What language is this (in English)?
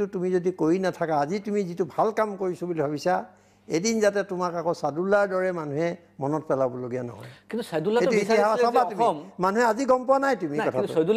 Assamese